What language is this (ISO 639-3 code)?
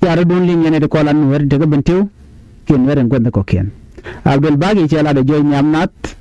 nus